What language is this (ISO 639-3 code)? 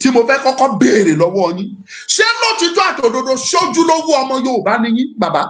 yor